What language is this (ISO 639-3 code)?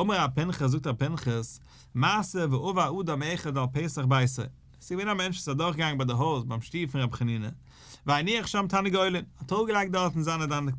yid